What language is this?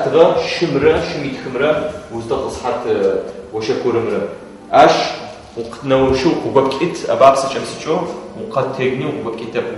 Adyghe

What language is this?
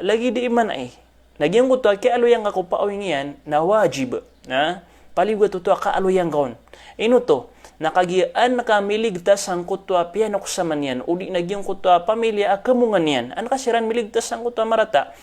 Maranao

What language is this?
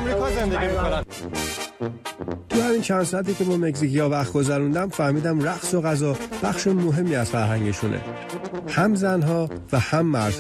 Persian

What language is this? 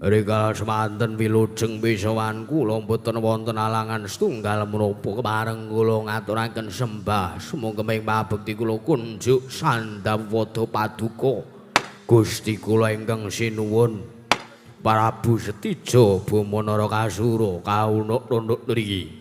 Javanese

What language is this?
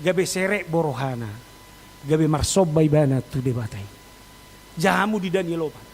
Batak Toba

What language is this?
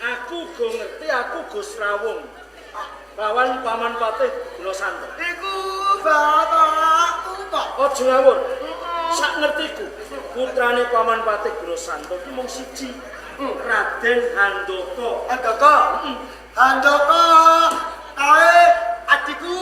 Javanese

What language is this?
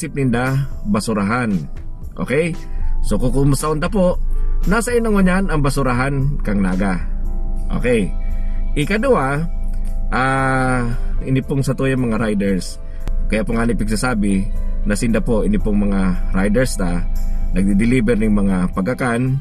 Bikol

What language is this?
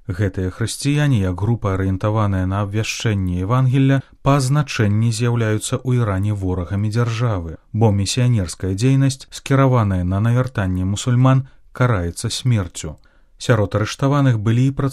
Belarusian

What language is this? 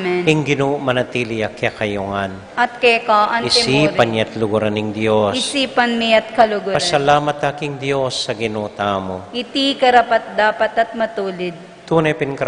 Pampanga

